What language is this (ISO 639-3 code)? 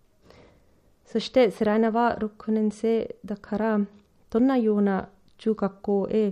jpn